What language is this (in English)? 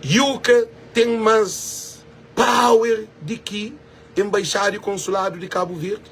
Kabuverdianu